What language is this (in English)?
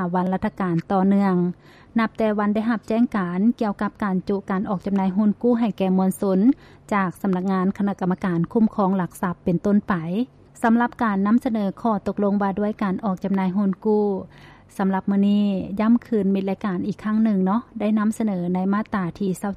Lao